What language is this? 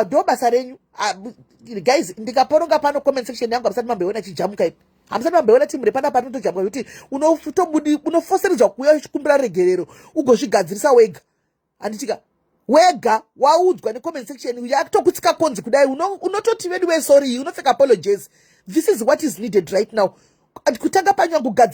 Shona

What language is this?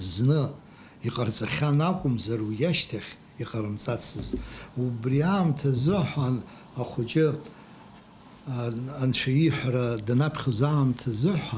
Abkhazian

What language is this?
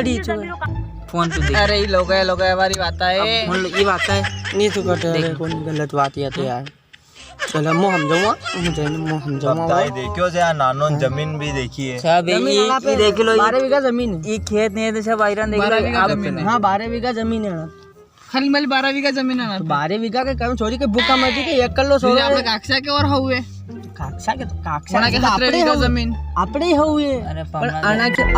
Rajasthani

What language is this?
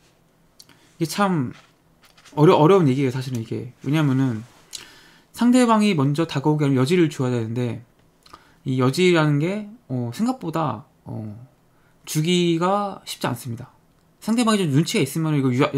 Korean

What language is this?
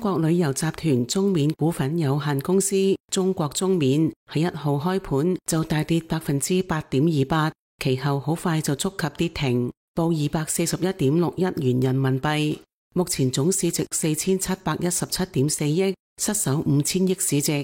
Cantonese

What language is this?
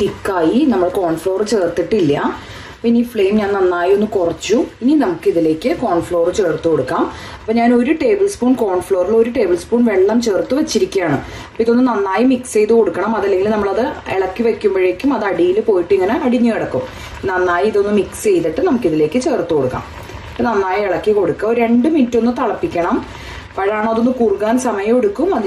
Malayalam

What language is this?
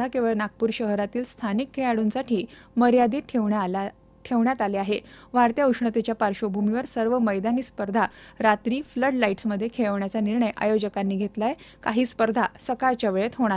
Marathi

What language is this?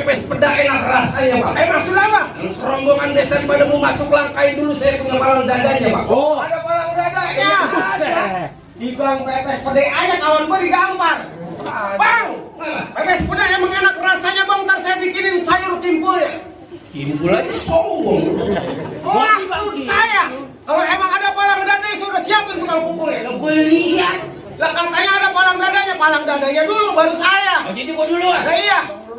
Betawi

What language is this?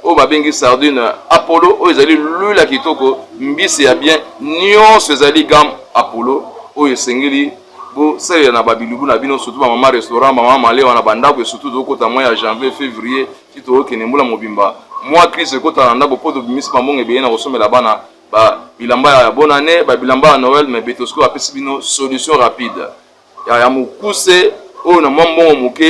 Lingala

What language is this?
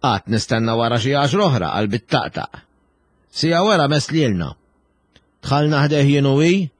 Maltese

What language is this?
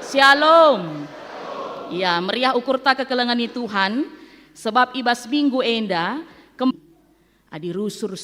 Batak Karo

